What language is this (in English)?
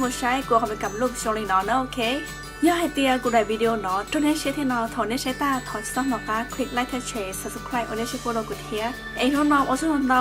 Hmong